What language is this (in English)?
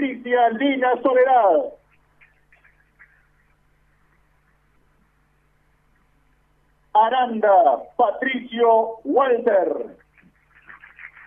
Spanish